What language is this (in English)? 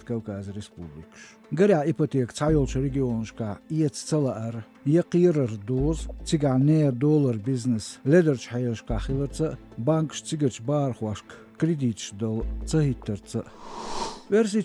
Chechen